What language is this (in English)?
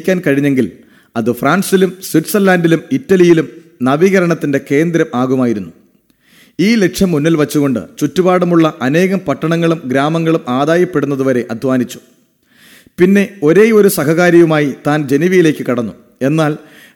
Malayalam